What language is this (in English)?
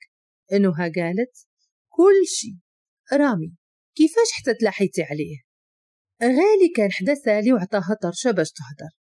Moroccan Arabic